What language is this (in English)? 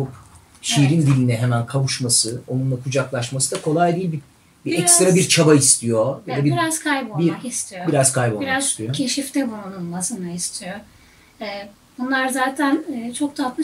Turkish